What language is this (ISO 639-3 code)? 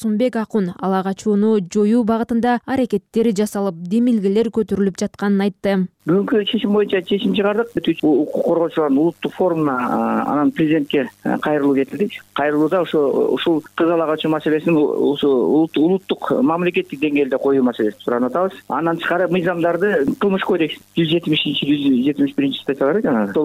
kir